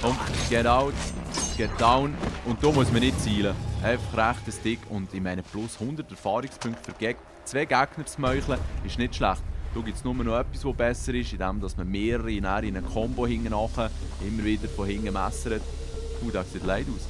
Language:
Swiss German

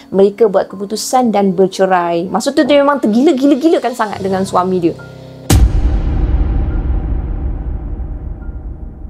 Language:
Malay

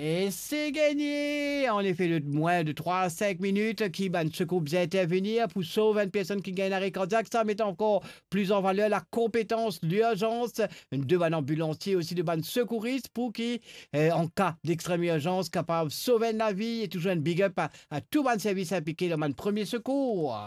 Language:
Morisyen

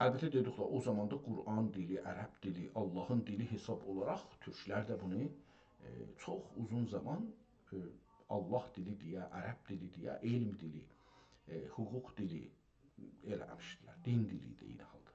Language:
South Azerbaijani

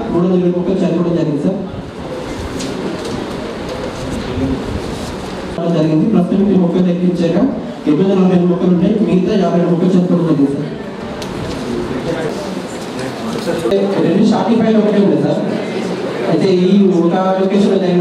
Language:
Telugu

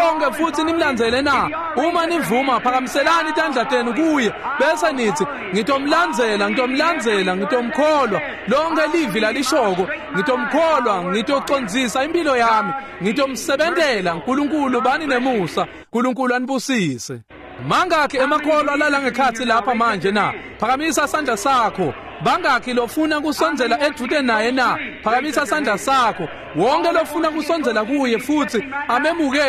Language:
Swati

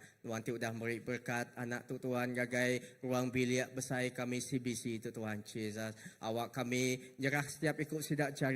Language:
Iban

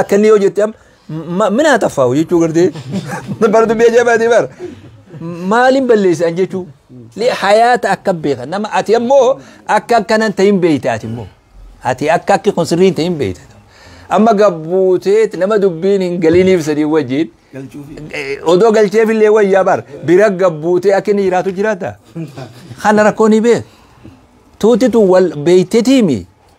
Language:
Oromo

